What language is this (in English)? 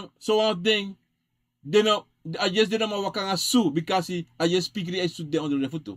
Sranan Tongo